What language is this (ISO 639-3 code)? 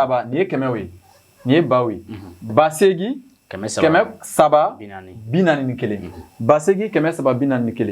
bam